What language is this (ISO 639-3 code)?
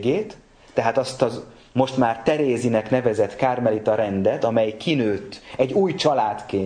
hun